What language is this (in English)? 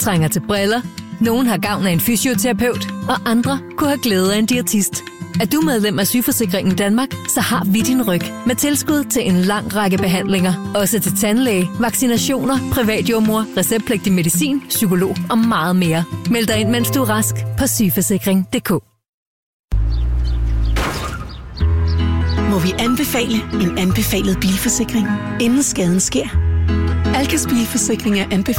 Danish